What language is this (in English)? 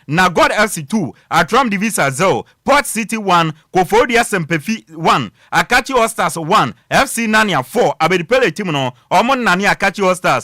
Akan